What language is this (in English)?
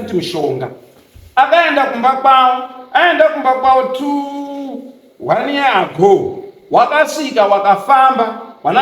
Shona